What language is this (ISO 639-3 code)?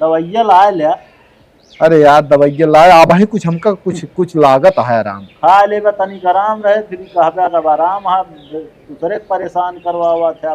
awa